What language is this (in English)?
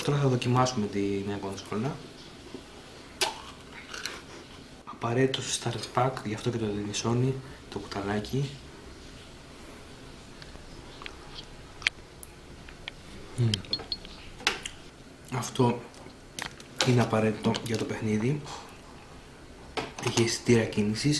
Greek